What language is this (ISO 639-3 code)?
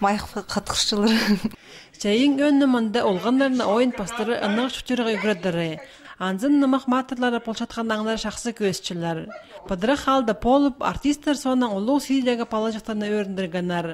kjh